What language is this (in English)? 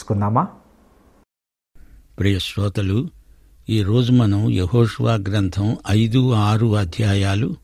Telugu